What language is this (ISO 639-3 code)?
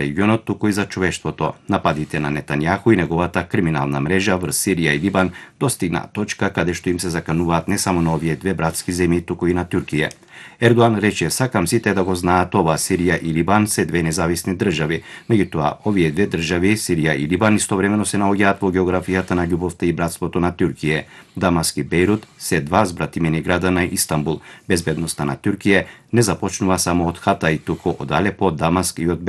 mkd